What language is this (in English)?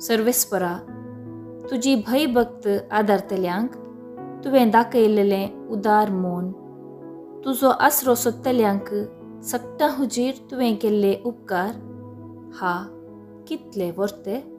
Konkani